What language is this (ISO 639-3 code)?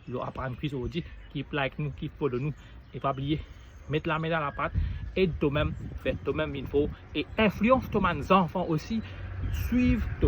mfe